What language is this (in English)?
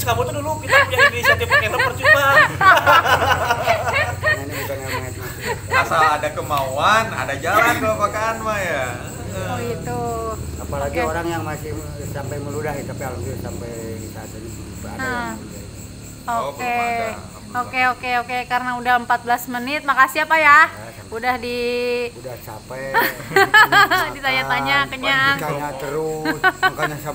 Indonesian